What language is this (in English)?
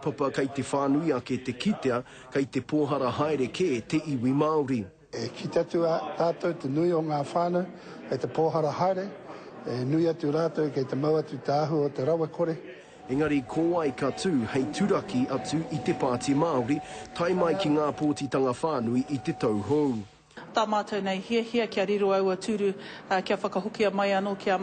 Māori